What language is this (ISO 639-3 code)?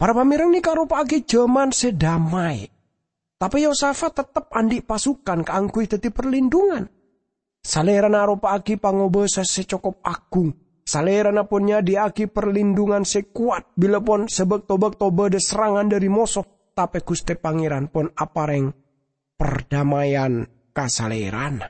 mad